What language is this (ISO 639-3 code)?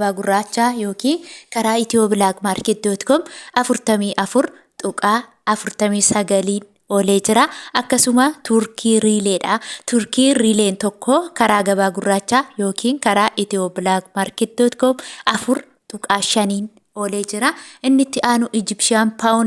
orm